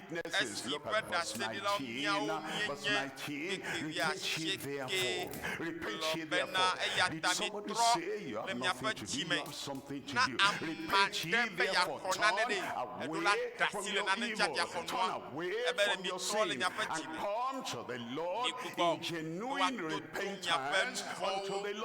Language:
Ewe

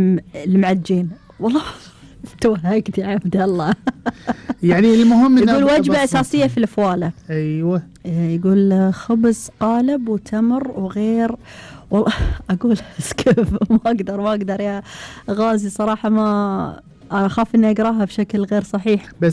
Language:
Gulf Arabic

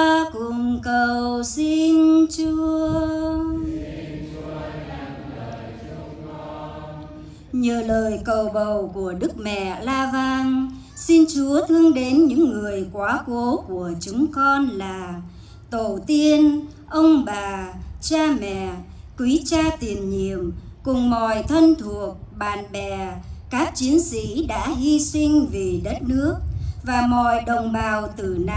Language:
Vietnamese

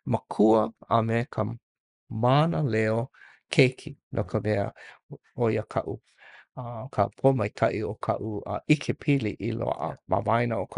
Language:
Hawaiian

